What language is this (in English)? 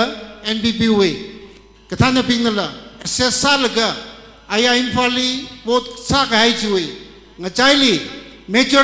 Tangkhul Naga (India)